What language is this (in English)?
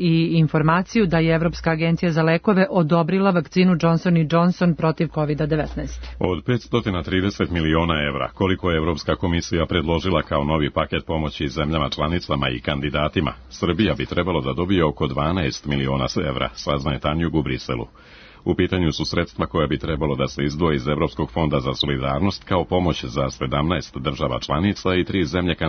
Serbian